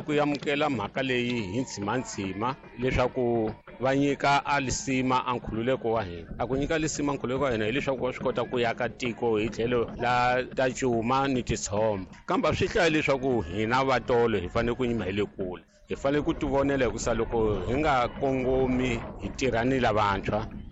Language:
Tsonga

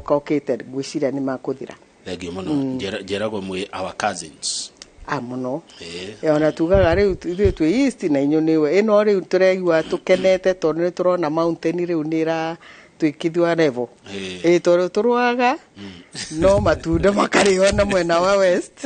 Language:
Kikuyu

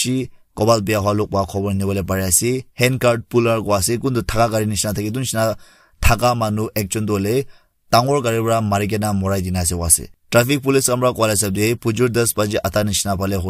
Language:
Naga Pidgin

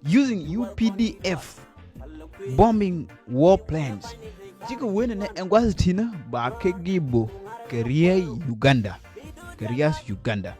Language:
Nuer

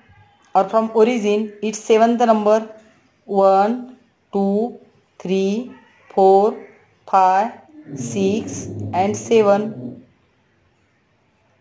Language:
Marathi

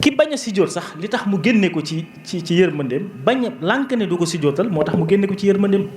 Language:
Wolof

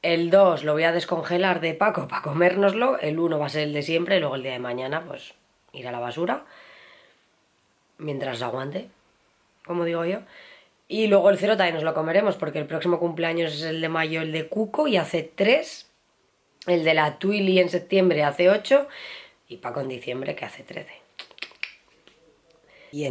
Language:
Spanish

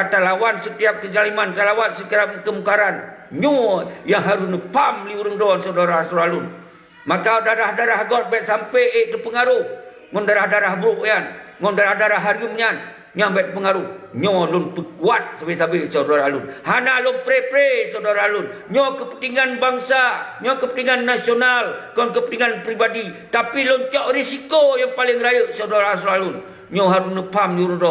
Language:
Achinese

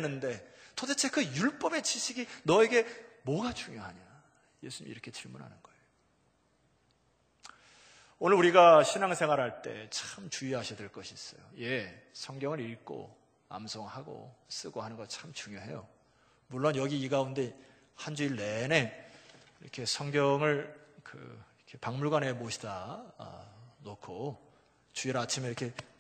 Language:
Korean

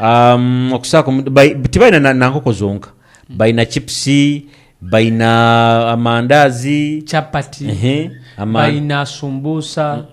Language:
Nyoro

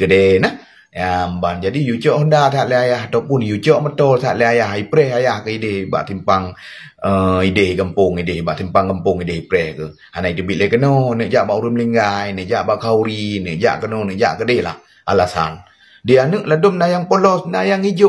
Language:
Achinese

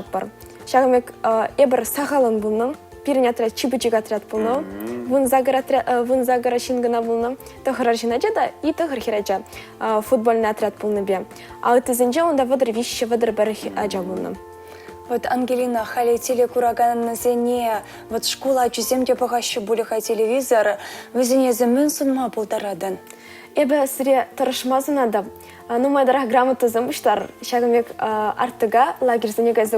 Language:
Chuvash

